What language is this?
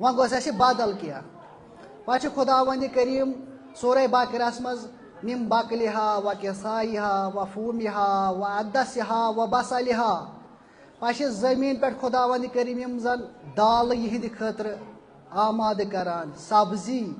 Kashmiri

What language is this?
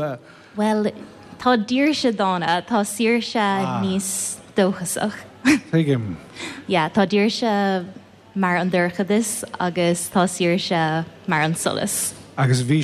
Irish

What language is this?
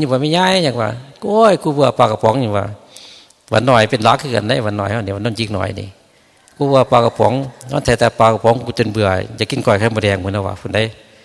Northeastern Thai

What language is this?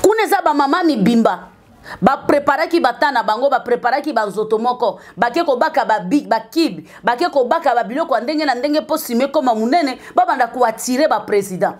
Lingala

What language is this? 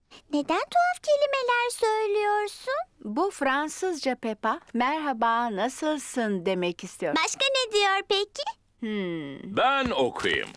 Turkish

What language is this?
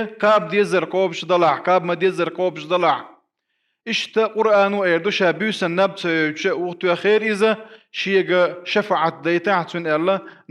Chechen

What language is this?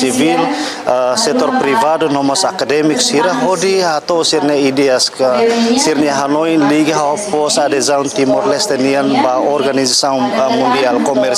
Tetum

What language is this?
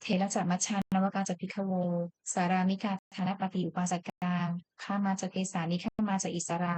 Pali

